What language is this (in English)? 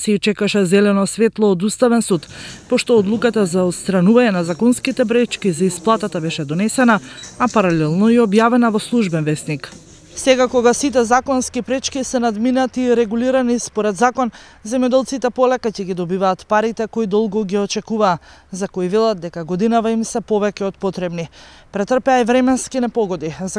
Macedonian